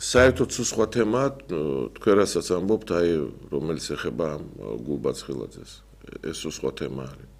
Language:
Georgian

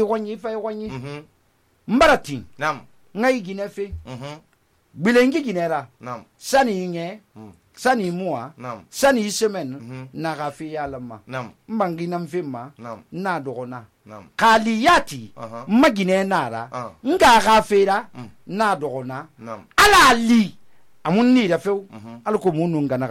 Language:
Susu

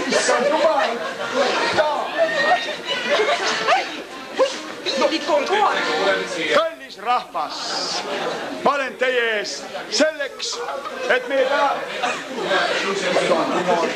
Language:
Estonian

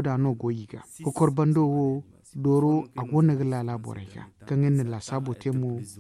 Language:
Zarma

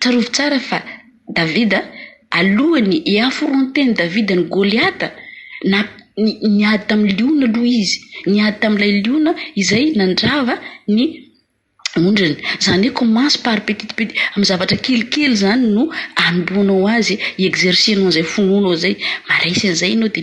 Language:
Malagasy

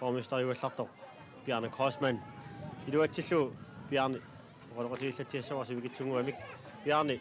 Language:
Kalaallisut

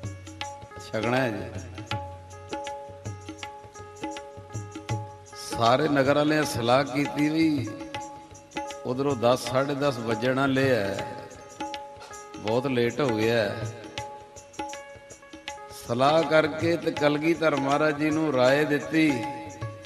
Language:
Punjabi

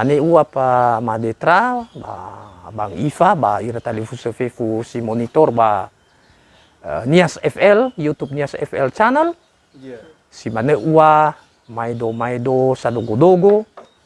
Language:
Nias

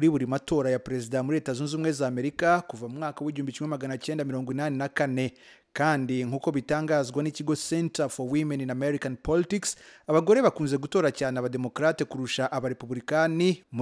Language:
Kinyarwanda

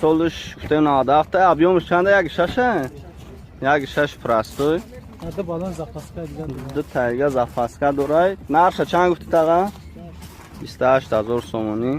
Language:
Tajik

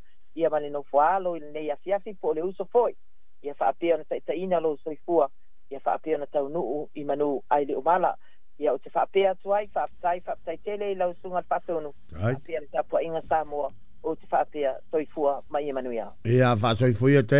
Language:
Samoan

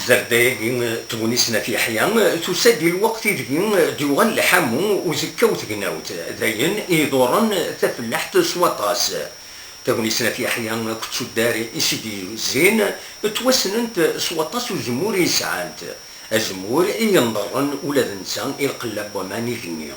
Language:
Kabyle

